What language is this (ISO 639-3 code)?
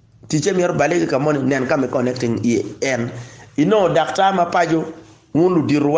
ach